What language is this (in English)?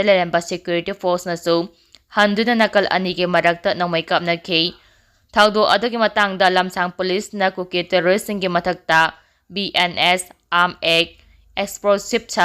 Manipuri